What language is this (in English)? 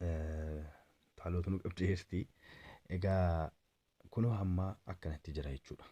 Oromo